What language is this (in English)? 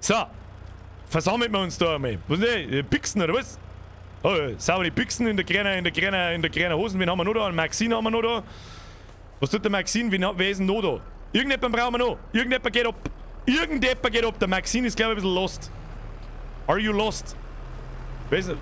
Bavarian